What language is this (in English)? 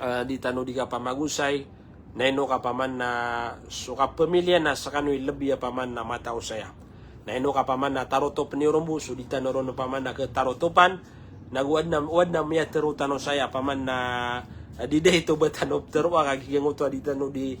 Maranao